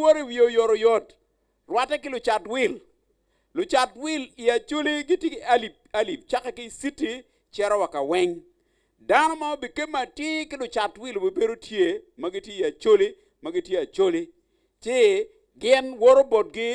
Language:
Acoli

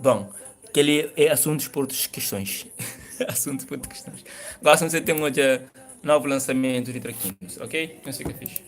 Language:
Kabuverdianu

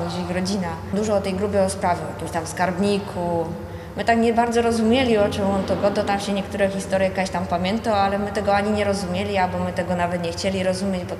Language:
Silesian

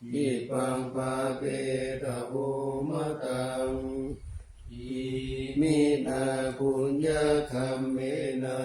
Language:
Pali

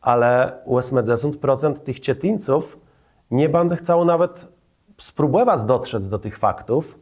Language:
Kashubian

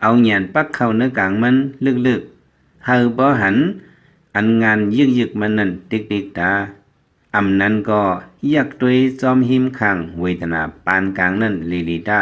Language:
Lao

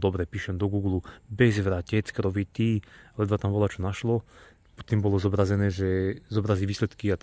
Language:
Slovak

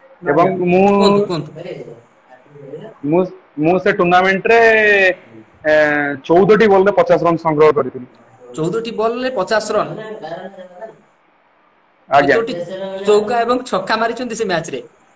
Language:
Odia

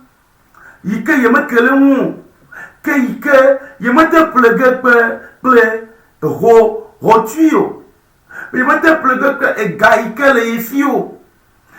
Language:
Ewe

